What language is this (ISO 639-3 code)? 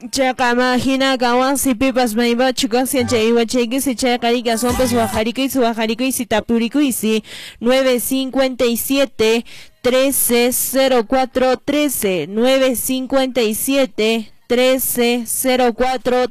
que